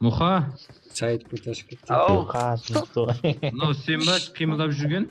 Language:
Kara-Kalpak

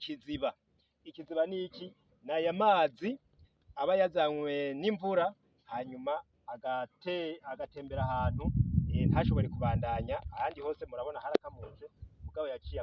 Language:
Rundi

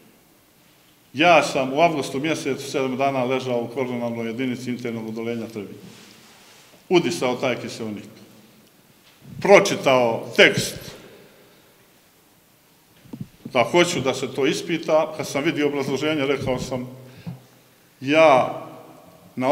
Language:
Serbian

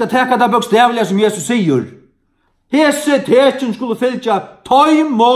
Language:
Faroese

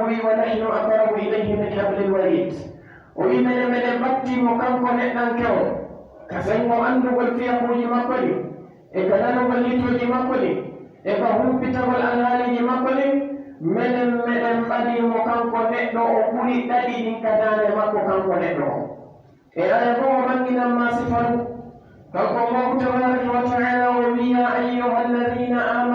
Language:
Pular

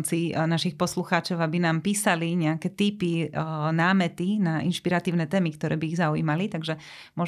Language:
Slovak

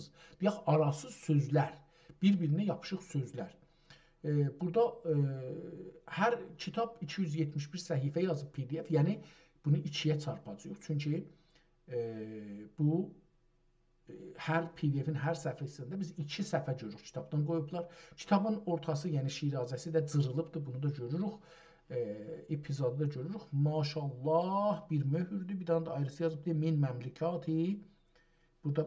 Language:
South Azerbaijani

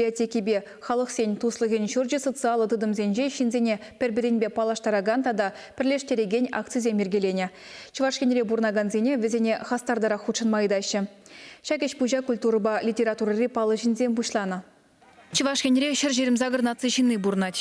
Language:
Chuvash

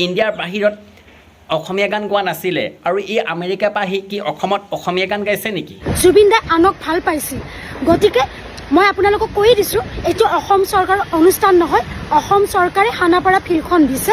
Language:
Assamese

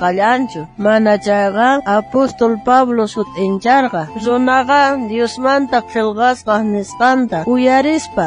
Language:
South Bolivian Quechua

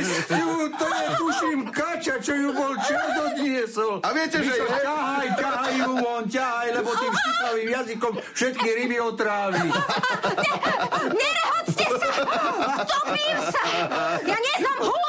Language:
Slovak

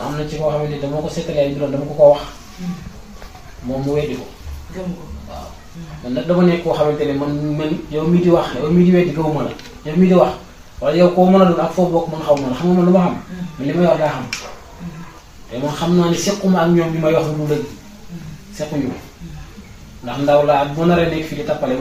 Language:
Wolof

